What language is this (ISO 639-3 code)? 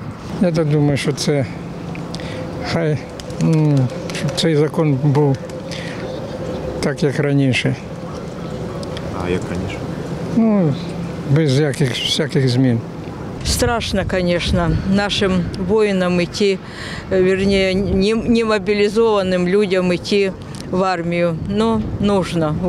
ukr